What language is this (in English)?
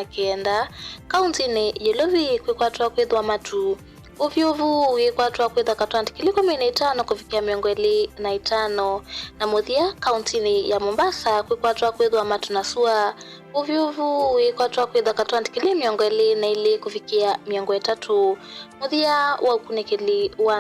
Kamba